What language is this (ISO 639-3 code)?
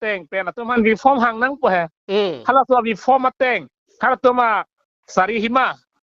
mjw